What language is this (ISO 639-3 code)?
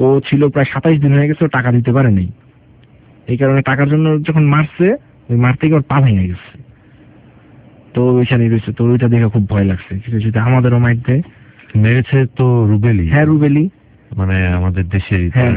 ben